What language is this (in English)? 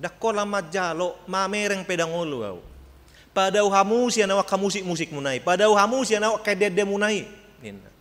Batak Toba